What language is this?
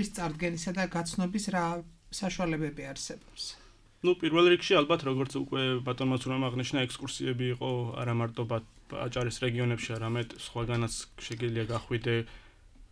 Georgian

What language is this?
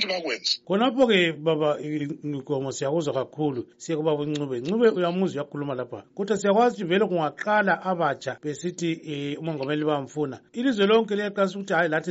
North Ndebele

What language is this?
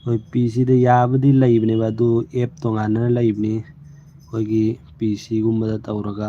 Manipuri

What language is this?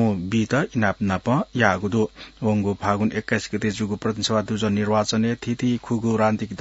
Newari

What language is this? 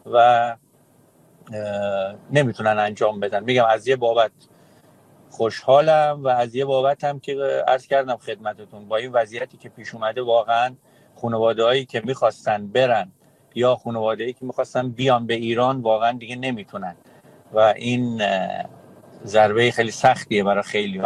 Persian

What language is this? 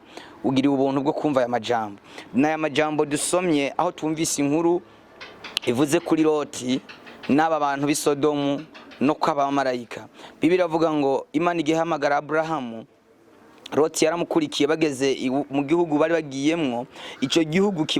Rundi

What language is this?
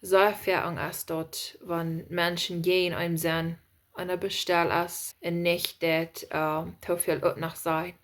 Plautdietsch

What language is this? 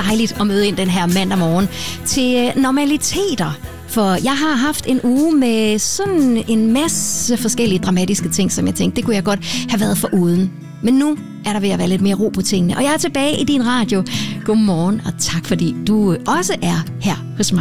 Danish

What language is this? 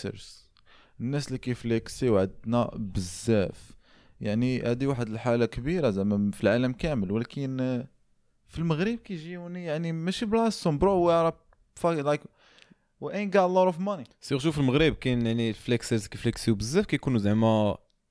Moroccan Arabic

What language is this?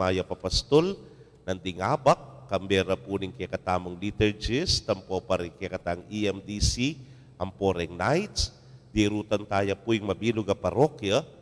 Pampanga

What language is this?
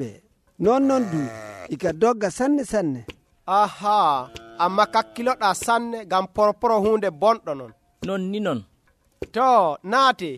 Nigerian Fulfulde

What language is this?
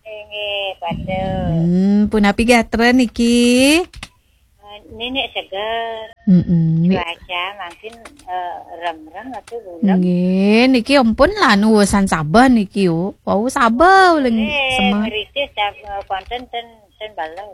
Balinese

